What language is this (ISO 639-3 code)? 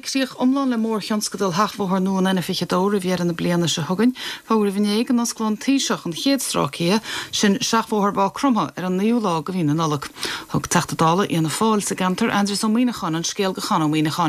gle